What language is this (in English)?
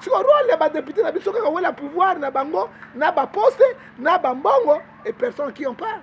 Lingala